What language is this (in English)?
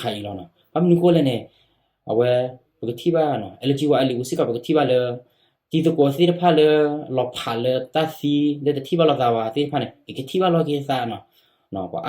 S'gaw Karen